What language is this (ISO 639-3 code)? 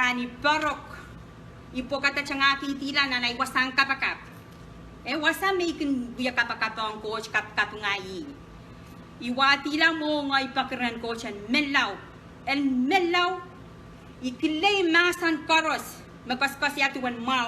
pon